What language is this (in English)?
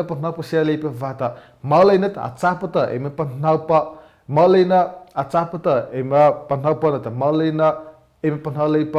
Mara Chin